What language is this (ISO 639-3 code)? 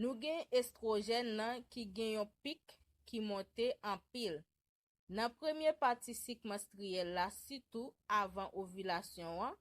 hat